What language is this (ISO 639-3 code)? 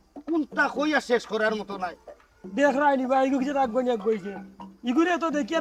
syl